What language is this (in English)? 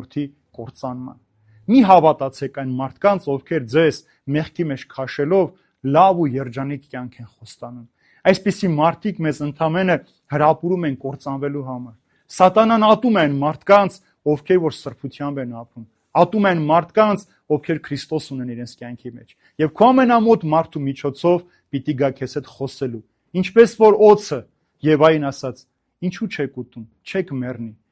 Armenian